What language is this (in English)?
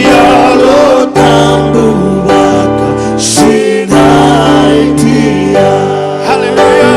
Fijian